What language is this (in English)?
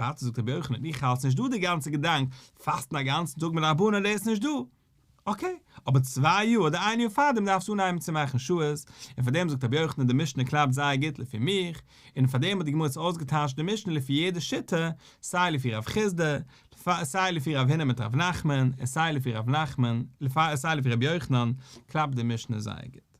Yiddish